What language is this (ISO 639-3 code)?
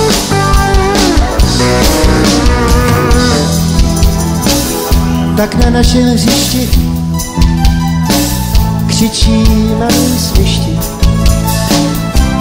ces